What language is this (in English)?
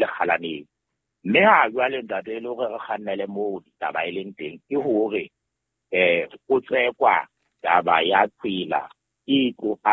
Southern Sotho